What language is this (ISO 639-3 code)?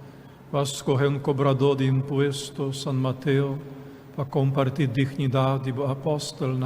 pap